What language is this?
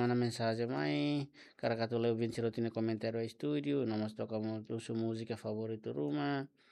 Tetum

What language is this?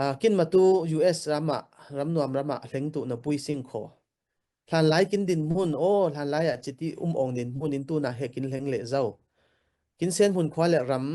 Falam Chin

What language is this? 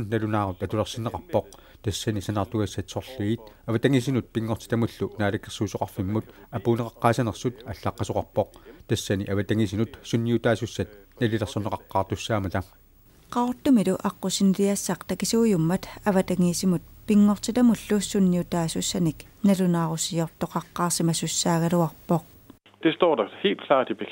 Kalaallisut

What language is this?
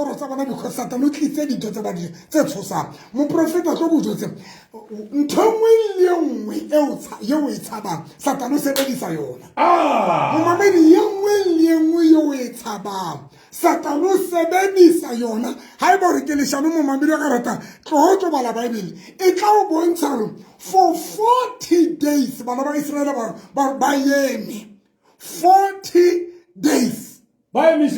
Southern Sotho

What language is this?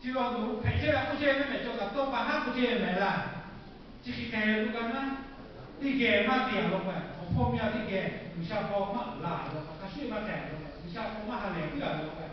Lahu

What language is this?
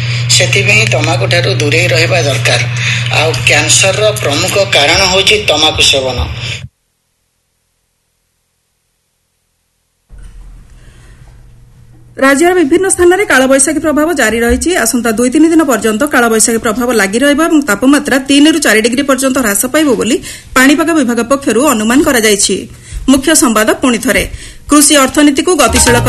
Odia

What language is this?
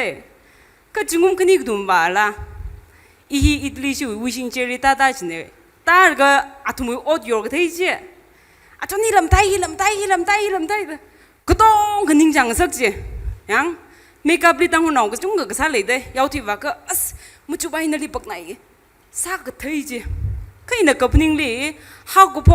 Tangkhul Naga (India)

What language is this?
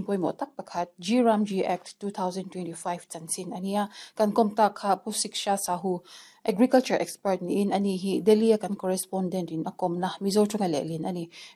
Mizo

